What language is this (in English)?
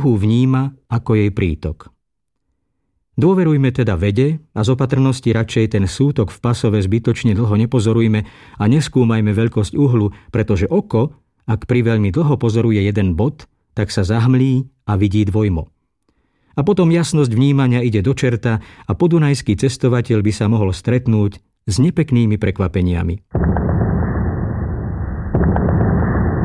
Slovak